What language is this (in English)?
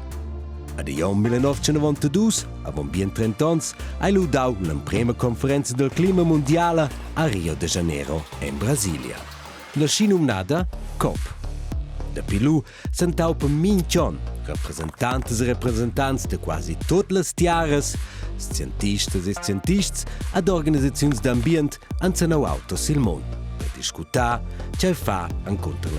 Romansh